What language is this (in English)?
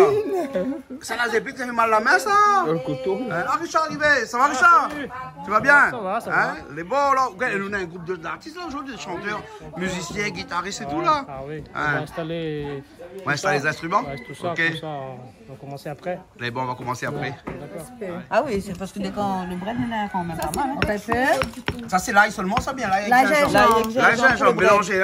Réunion Creole French